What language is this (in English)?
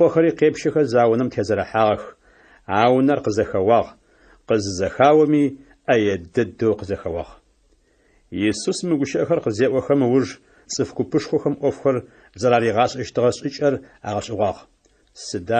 Adyghe